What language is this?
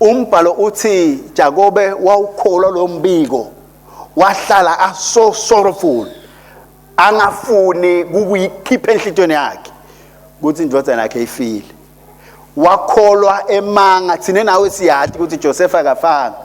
Swati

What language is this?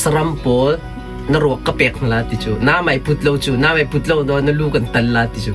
Hakha Chin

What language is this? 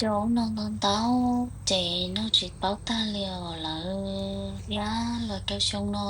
Hmong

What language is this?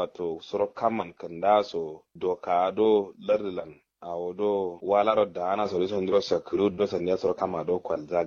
Kanuri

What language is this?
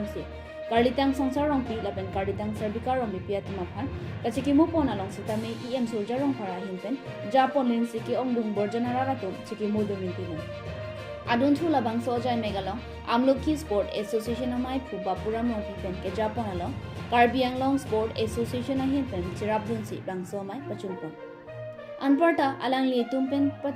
Karbi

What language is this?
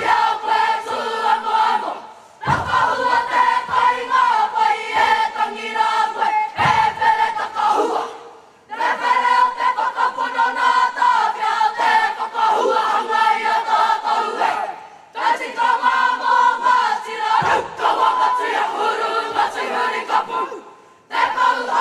Māori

